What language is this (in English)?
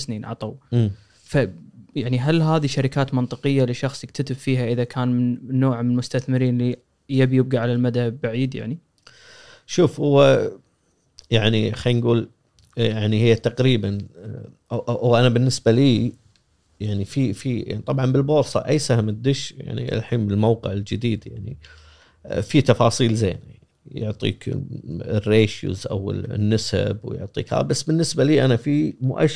Gulf Arabic